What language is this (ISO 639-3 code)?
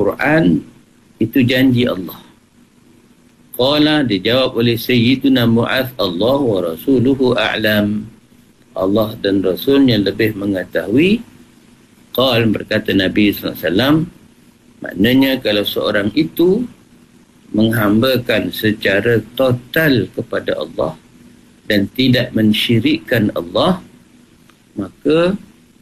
msa